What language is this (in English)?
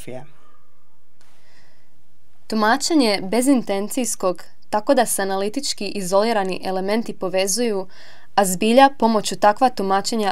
Croatian